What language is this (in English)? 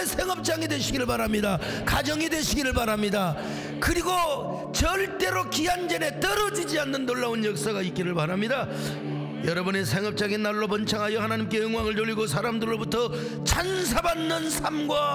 Korean